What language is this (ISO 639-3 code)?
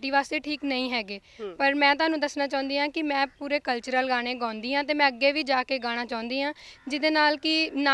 pan